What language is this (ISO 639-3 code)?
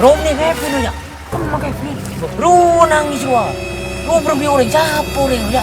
mad